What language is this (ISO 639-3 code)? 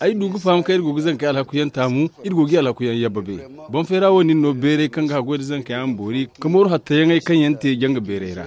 dje